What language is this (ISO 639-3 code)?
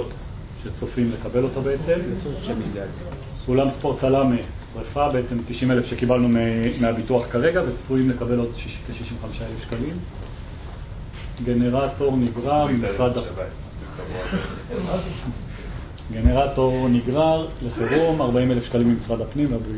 heb